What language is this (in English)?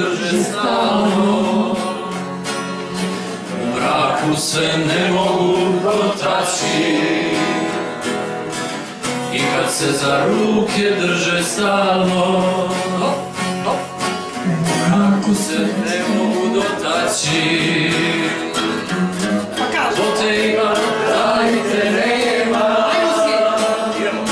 Serbian